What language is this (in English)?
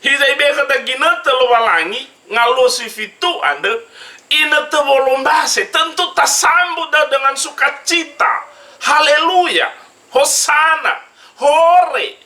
Nias